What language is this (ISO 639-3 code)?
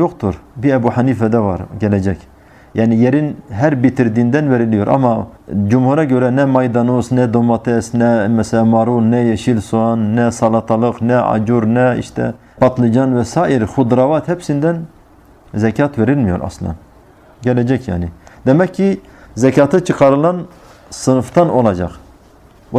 tur